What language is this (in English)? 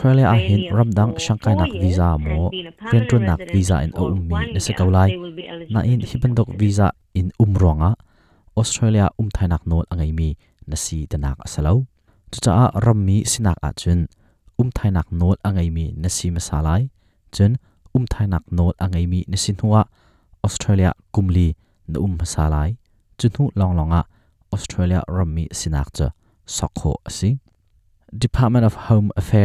Hakha Chin